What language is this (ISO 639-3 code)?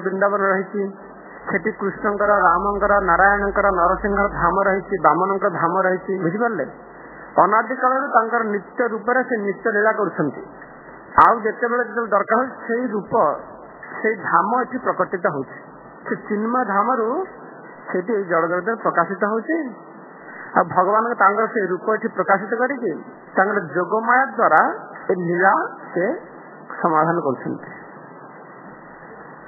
ori